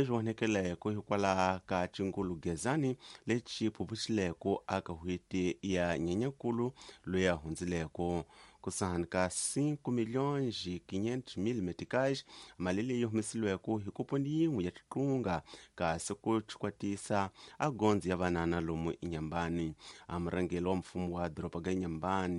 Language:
Tsonga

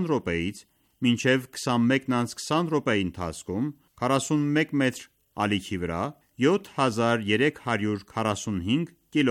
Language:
Armenian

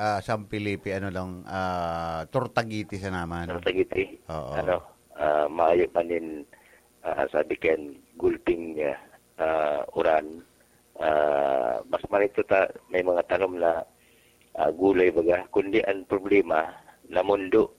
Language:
Bikol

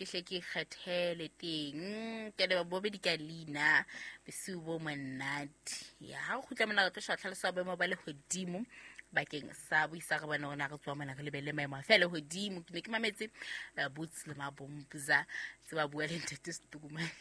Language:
Southern Sotho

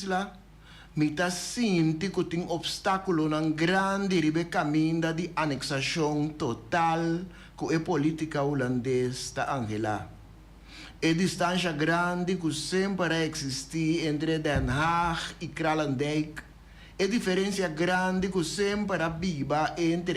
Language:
Papiamento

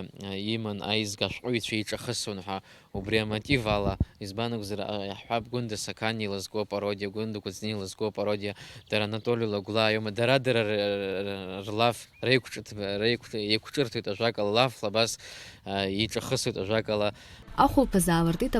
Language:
Abkhazian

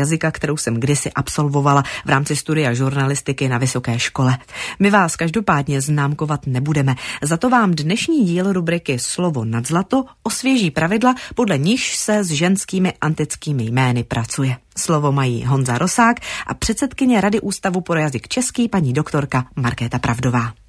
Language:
Czech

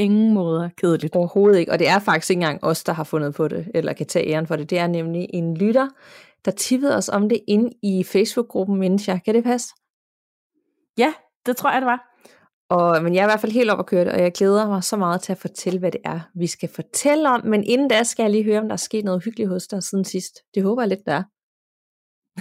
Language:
Danish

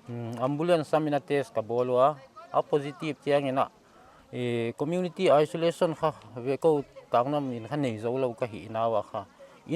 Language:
Paite Chin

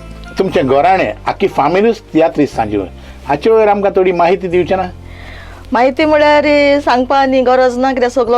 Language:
Konkani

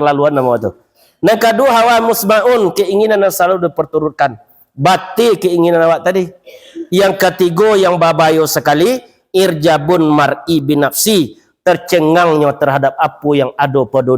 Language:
Minangkabau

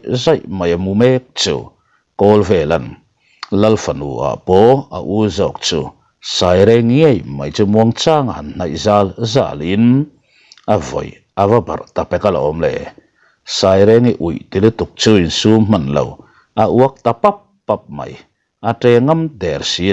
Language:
Mizo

